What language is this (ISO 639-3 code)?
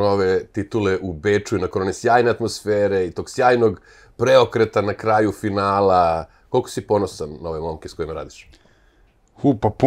srp